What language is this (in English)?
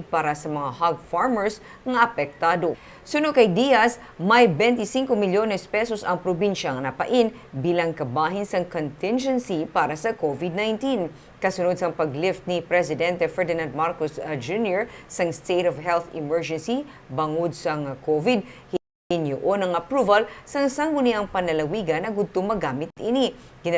Hiligaynon